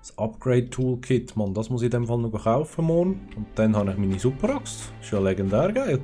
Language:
Swiss German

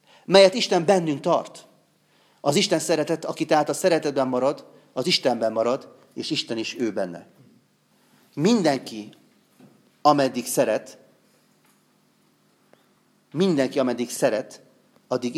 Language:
Hungarian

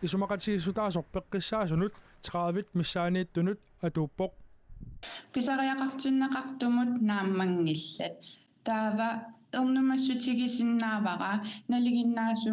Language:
Kalaallisut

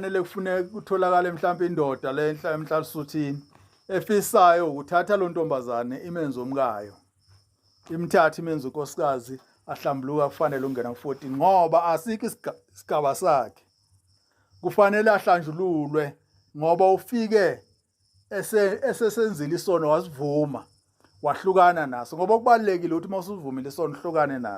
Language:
Zulu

